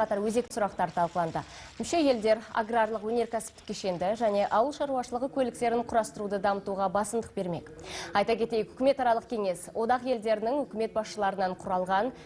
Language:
Kazakh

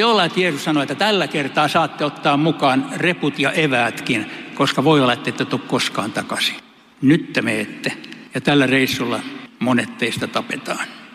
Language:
Finnish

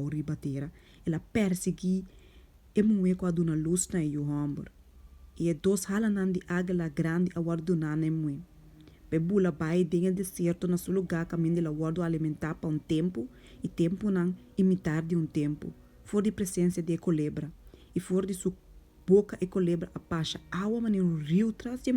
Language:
Papiamento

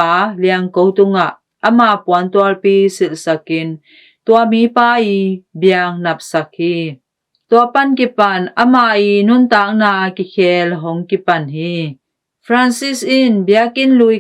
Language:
Tedim Chin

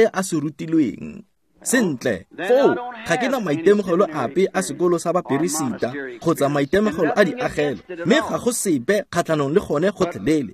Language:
Tswana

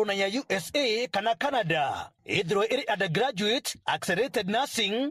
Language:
Meru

